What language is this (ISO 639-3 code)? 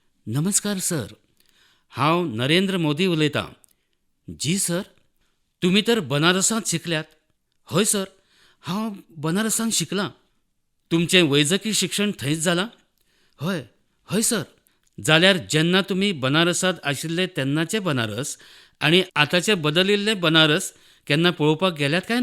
kok